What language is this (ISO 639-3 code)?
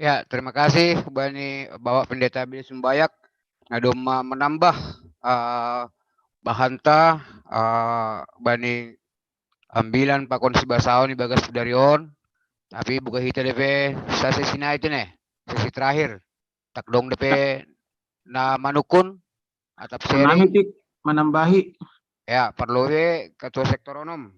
bts